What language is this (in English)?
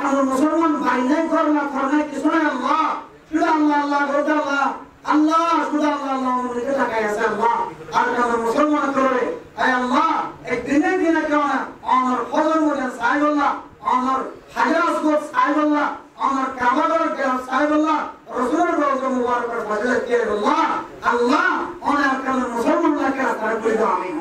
Rohingya